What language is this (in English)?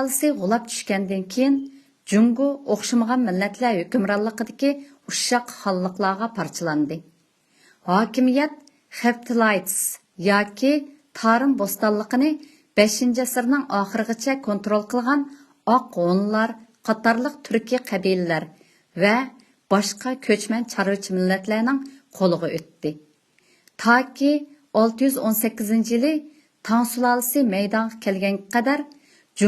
Uyghur